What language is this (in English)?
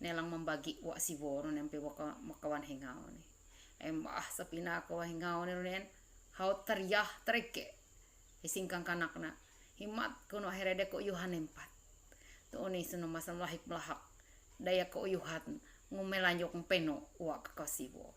Ma'anyan